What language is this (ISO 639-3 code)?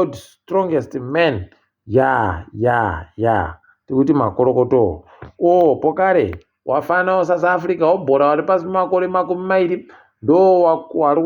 ndc